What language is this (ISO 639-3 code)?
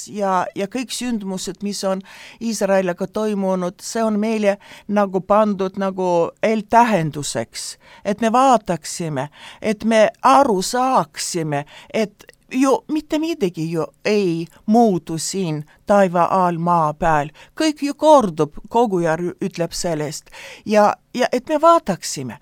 est